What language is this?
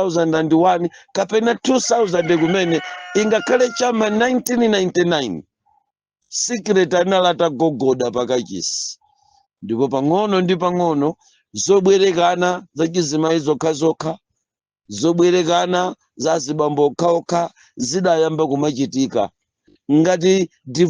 Nyanja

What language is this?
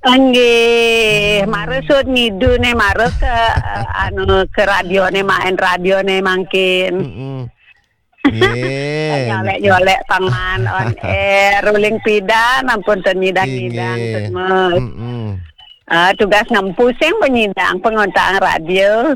Balinese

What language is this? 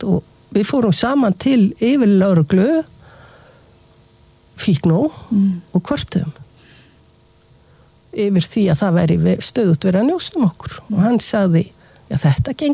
Icelandic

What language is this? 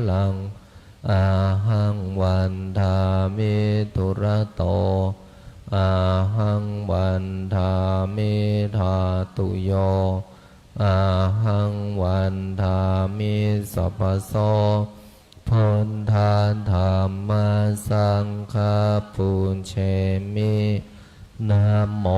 Pali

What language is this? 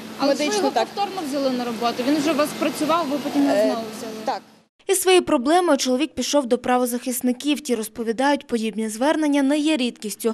Ukrainian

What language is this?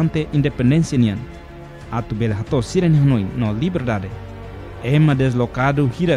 Tetum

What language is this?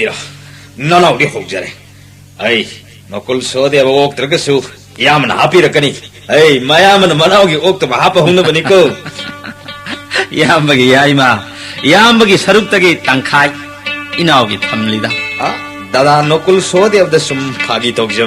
Manipuri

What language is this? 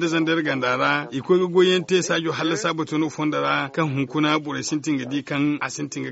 Zarma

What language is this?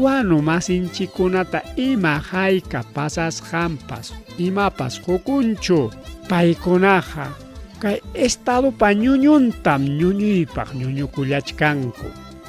Ayacucho Quechua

